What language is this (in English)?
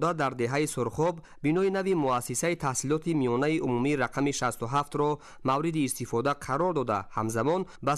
Tajik